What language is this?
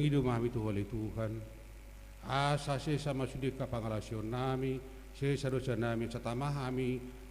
Batak Toba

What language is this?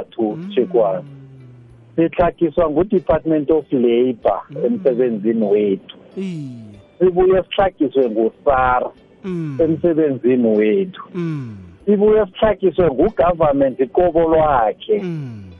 South Ndebele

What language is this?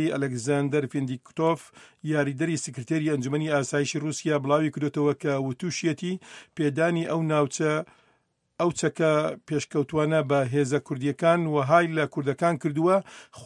Central Kurdish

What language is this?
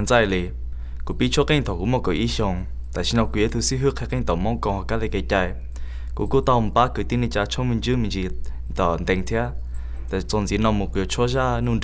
Hmong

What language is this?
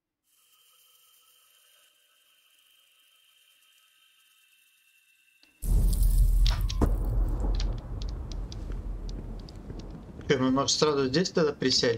Russian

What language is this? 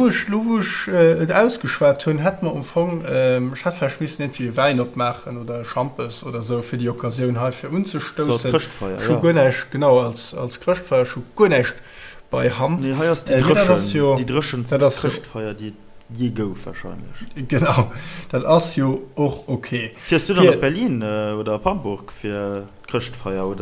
Luxembourgish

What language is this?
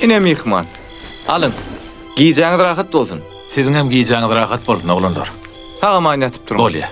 Turkmen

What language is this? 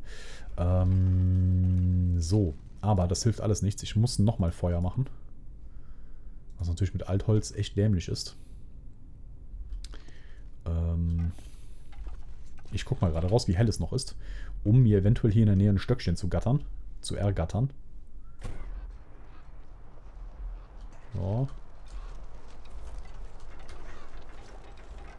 German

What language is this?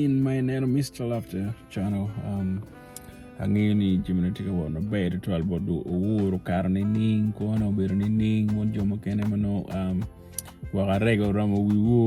Acoli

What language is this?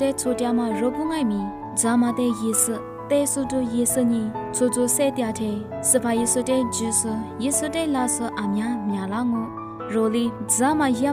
Lisu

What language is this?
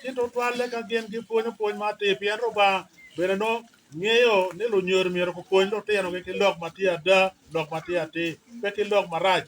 Acoli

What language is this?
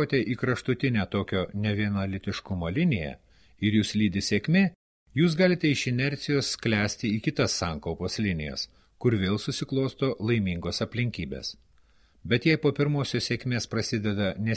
Lithuanian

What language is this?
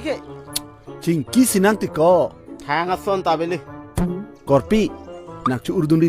Karbi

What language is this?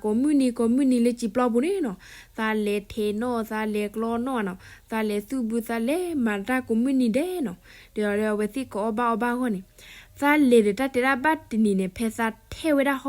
S'gaw Karen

